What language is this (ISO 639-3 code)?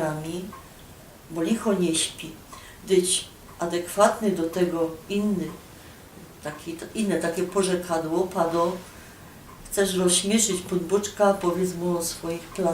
szl